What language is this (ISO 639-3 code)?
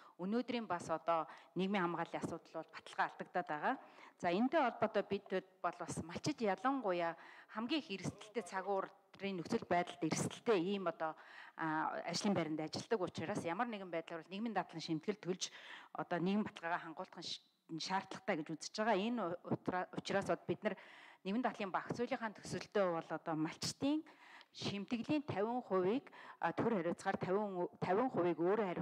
mon